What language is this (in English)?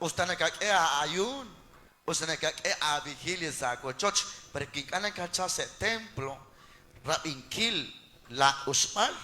Kekchí